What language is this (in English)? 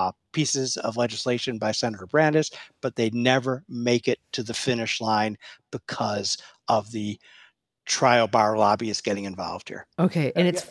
English